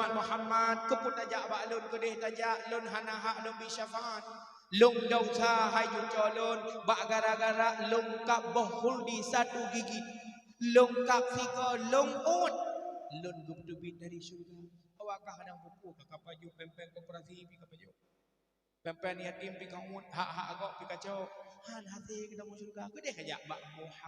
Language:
Achinese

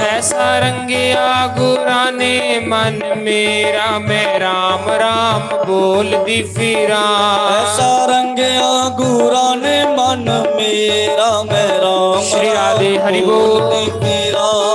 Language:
Dogri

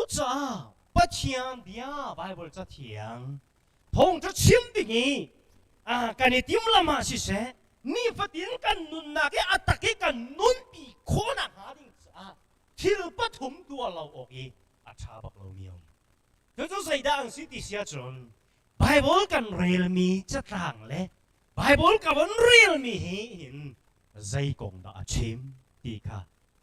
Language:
Hakha Chin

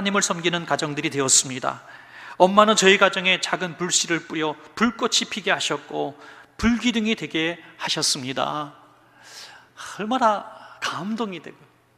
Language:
Korean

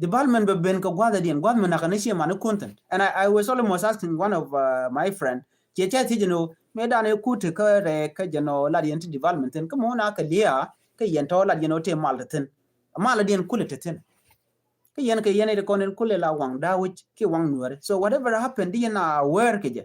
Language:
Nuer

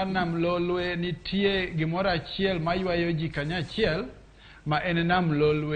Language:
Luo (Kenya and Tanzania)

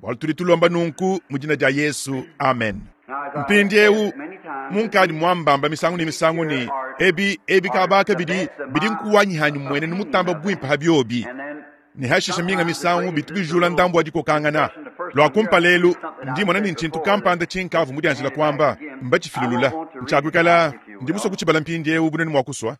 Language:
Luba-Lulua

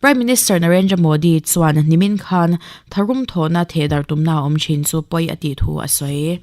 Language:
Mizo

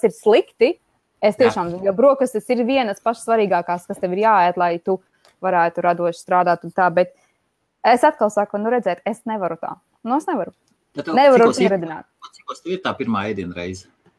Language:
Latvian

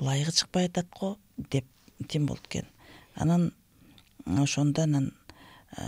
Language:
Kyrgyz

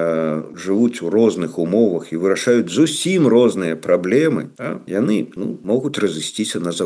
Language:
Belarusian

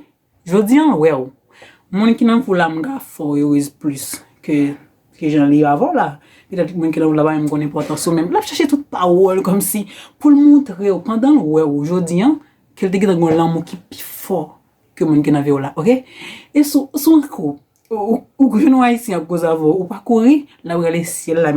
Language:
Haitian Creole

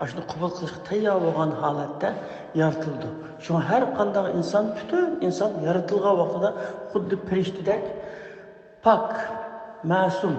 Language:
Uyghur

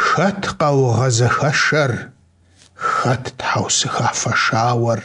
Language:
Kabardian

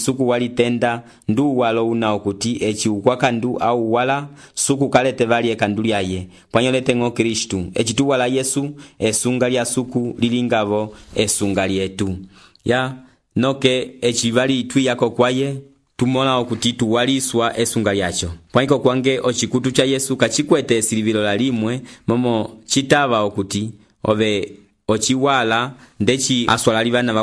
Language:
Umbundu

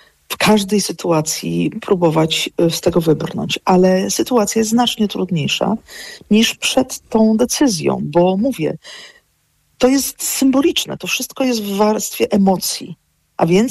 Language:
Polish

